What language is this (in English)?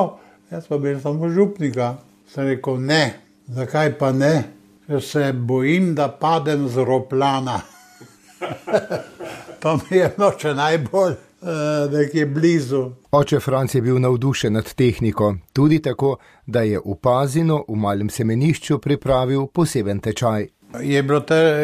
Slovenian